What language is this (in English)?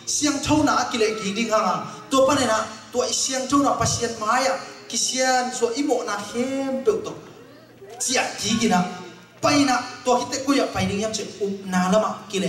Tedim Chin